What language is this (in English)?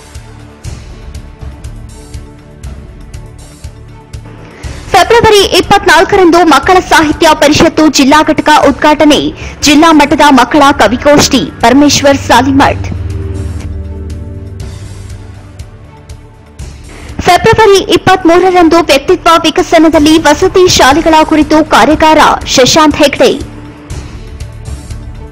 Kannada